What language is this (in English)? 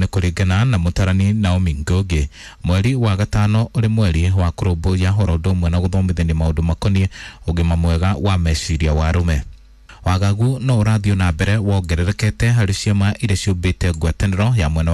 Kikuyu